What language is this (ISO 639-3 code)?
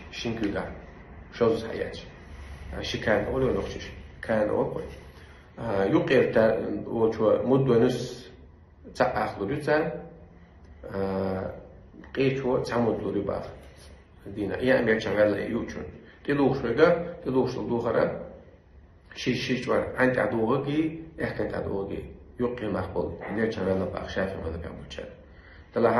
che